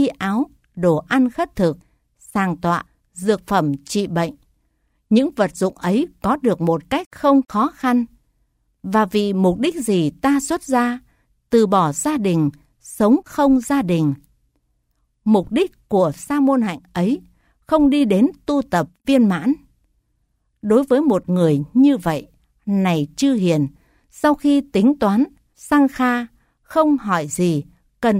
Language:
Vietnamese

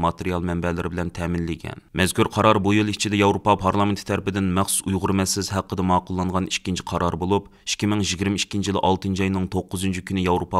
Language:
Uyghur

